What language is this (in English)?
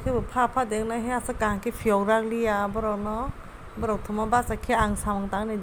Kok Borok